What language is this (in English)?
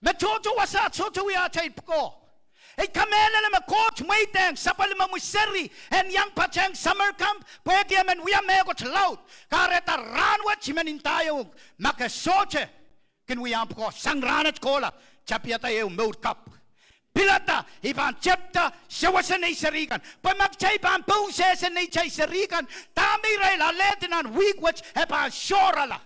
Pohnpeian